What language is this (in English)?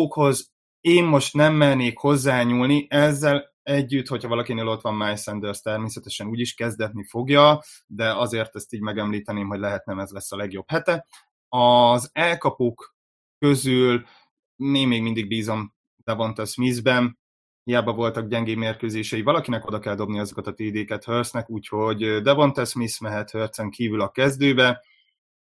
Hungarian